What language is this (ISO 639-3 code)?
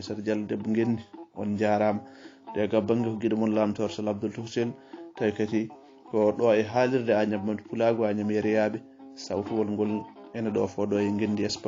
ful